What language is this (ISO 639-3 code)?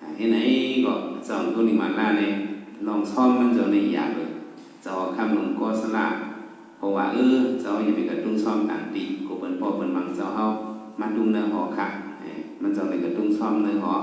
shn